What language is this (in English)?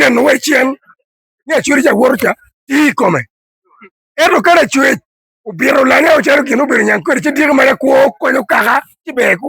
Acoli